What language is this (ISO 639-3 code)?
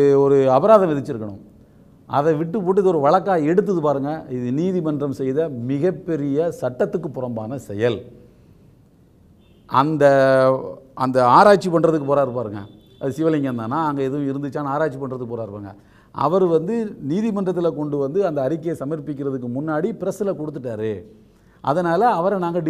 tam